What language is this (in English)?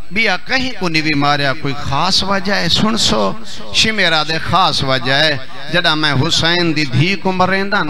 Saraiki